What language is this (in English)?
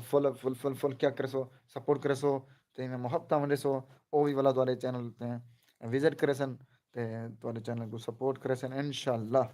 Saraiki